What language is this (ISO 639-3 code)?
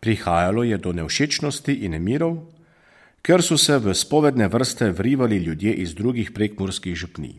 slv